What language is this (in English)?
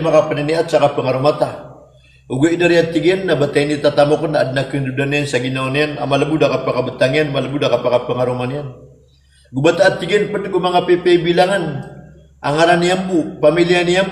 Maranao